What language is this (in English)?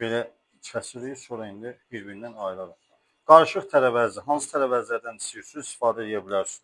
Azerbaijani